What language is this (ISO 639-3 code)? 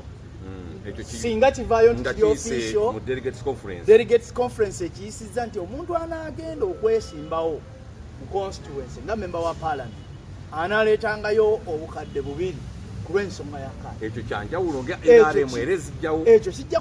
lug